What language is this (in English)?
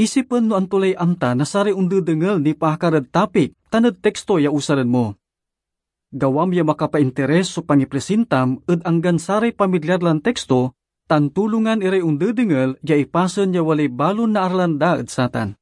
Pangasinan